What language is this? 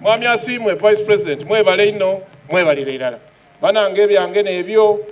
Soga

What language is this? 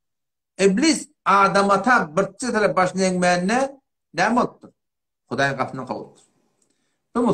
Turkmen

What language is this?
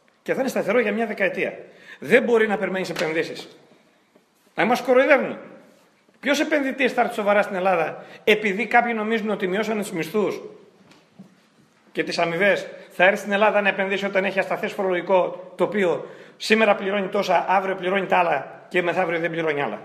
Greek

